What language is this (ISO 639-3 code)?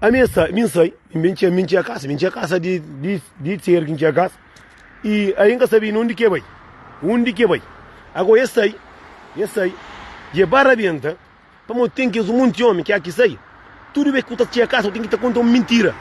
kea